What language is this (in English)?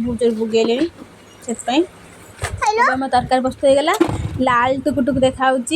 Odia